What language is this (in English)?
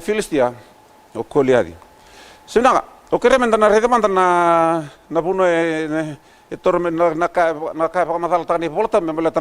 Fijian